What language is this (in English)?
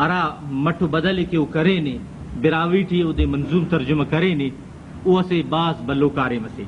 Brahui